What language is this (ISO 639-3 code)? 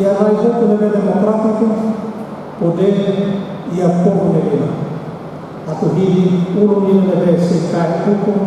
tet